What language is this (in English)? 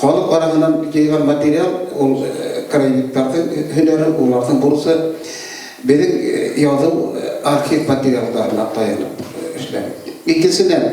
Bashkir